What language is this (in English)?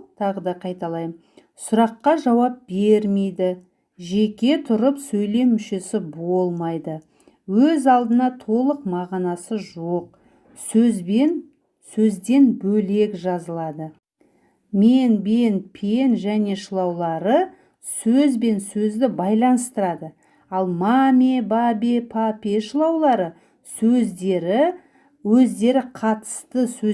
Kazakh